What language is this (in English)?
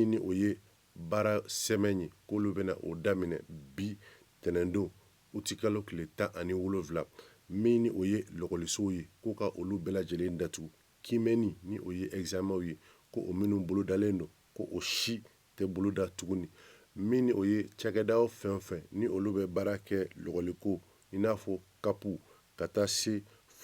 Bambara